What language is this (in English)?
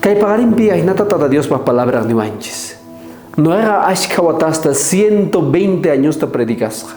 South Bolivian Quechua